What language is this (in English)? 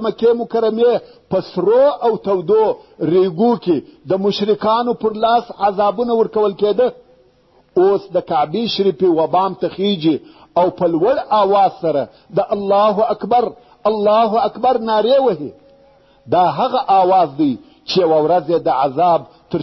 Pashto